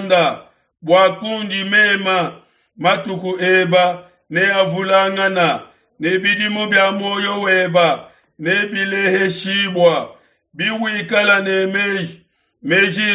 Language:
Luba-Lulua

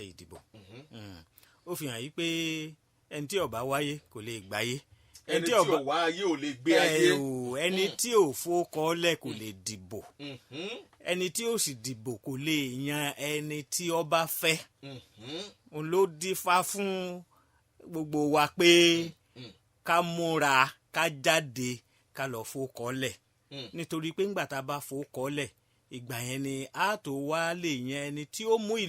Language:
Yoruba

